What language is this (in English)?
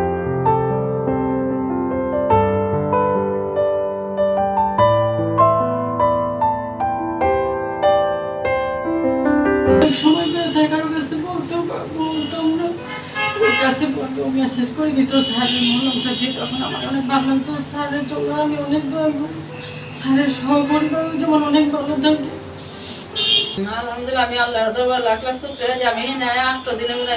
Bangla